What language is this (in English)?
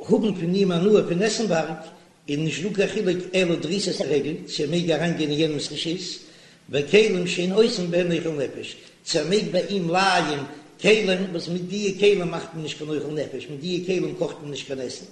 Yiddish